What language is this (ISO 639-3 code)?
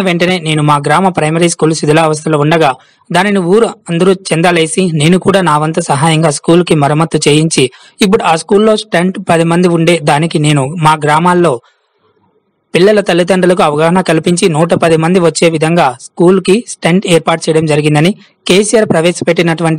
tel